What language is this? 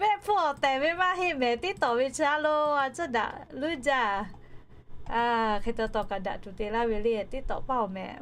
Lahu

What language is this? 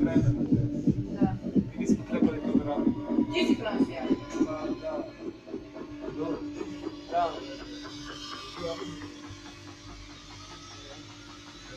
Serbian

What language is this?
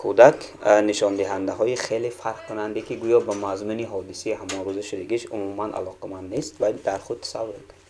Tajik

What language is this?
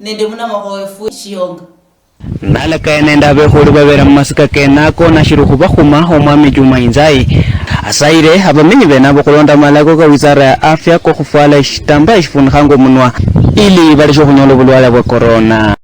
Luyia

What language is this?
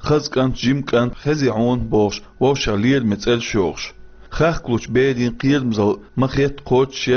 Chechen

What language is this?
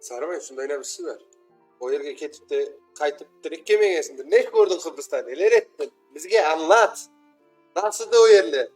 Crimean Tatar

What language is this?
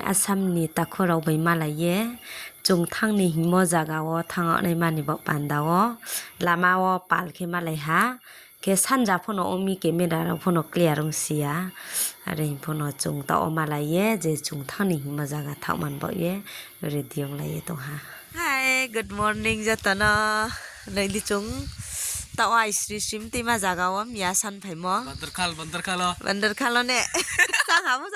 Riang (India)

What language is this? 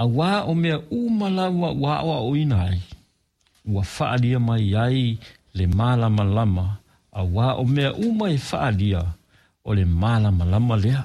Samoan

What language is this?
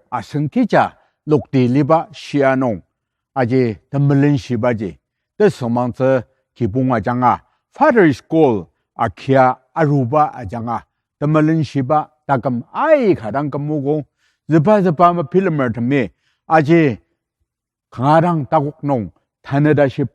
Ao Naga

